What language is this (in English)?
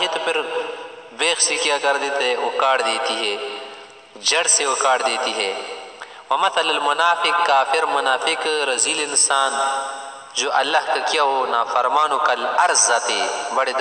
Urdu